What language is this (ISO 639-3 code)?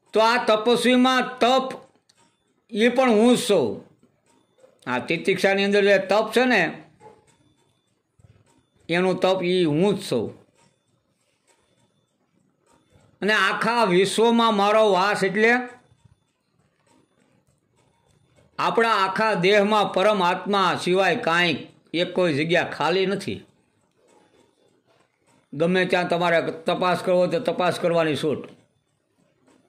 guj